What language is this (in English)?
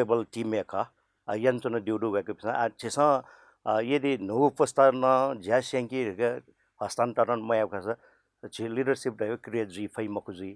Newari